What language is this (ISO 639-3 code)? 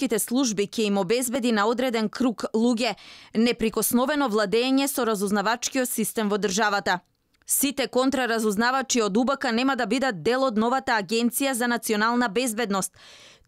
mkd